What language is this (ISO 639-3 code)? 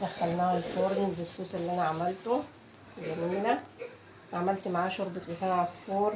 arz